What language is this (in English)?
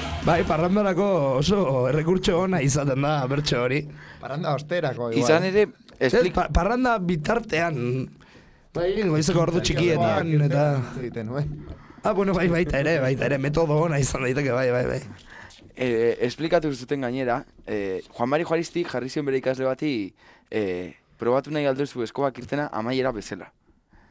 Basque